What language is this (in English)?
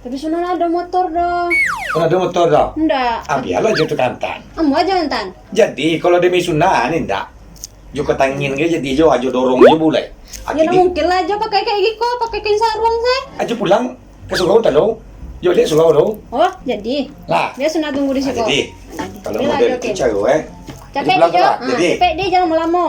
Minangkabau